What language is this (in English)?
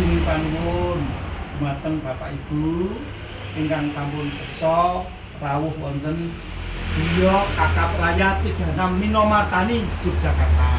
Javanese